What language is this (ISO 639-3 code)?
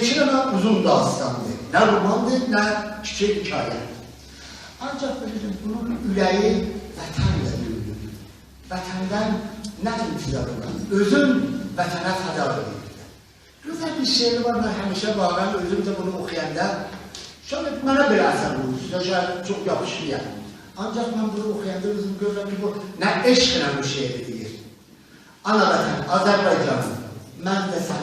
azb